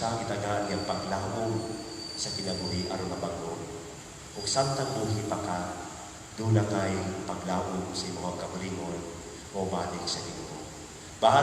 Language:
Cebuano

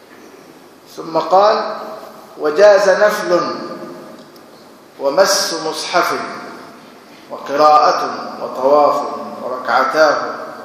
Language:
Arabic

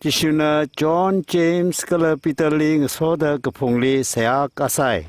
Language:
Tangkhul Naga (India)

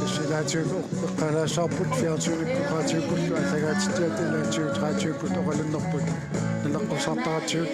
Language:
Kalaallisut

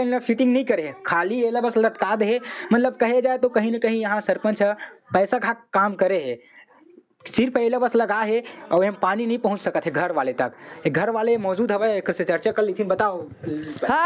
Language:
Chhattisgarhi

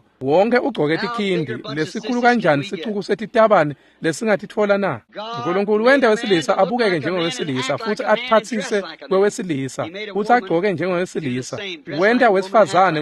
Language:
Swati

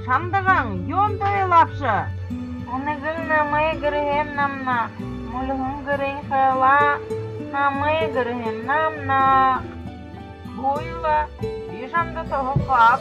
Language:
Buriat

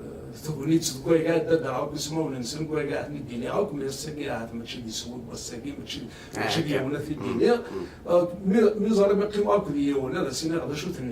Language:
Kabyle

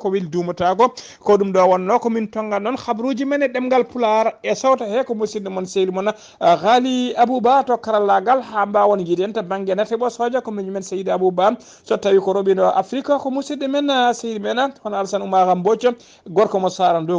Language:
Fula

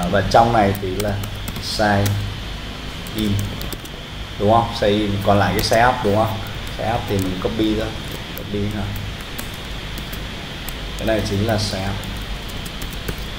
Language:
Vietnamese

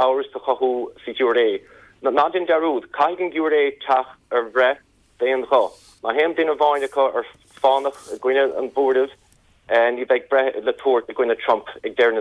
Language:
Irish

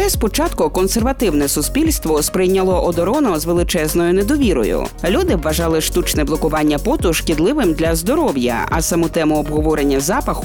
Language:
Ukrainian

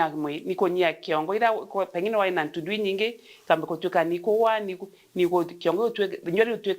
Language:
Meru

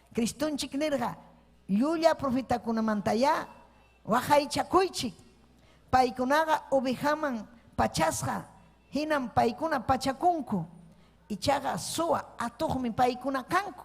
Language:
Ayacucho Quechua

